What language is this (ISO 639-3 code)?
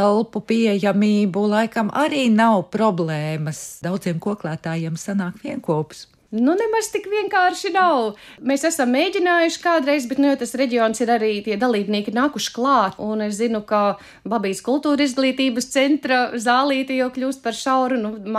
lav